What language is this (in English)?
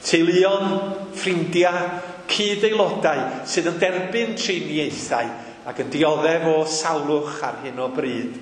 Welsh